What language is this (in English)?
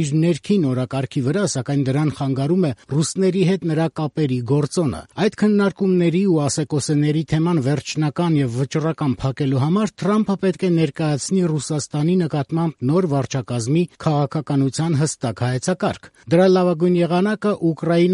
Armenian